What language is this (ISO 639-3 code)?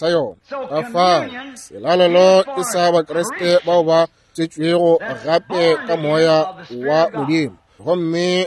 nso